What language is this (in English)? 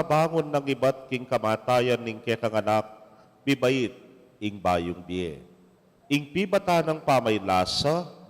Pampanga